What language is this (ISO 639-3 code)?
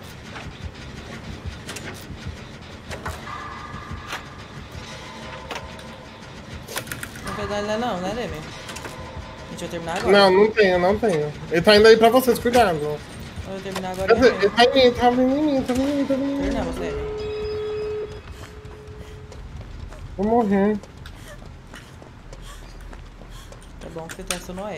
por